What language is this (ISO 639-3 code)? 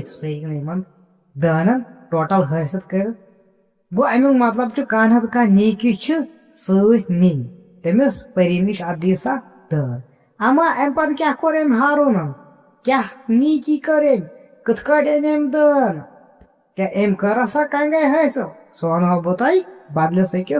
kas